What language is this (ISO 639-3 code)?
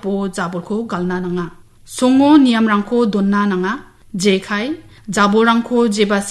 grt